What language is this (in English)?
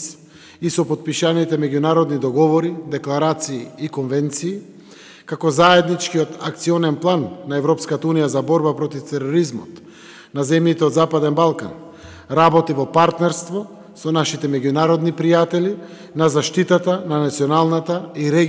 Macedonian